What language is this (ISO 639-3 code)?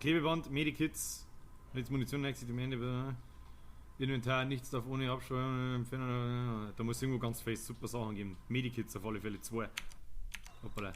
bar